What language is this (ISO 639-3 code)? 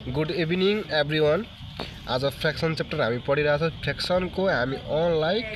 nep